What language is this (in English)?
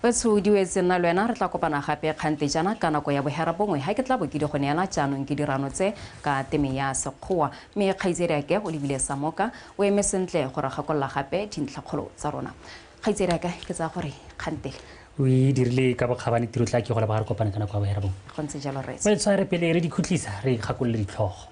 Tswana